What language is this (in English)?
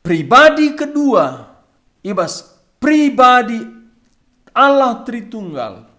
Batak Karo